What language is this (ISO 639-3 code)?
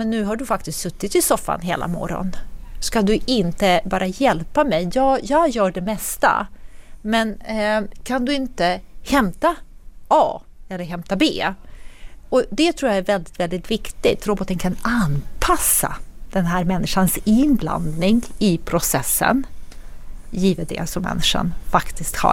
swe